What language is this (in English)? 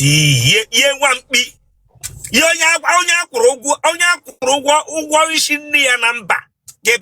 Igbo